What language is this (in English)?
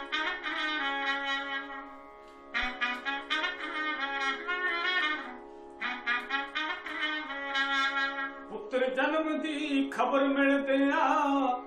Punjabi